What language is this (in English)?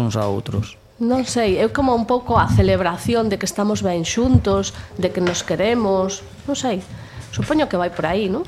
Galician